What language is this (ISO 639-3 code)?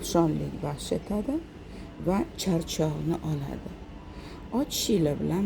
uzb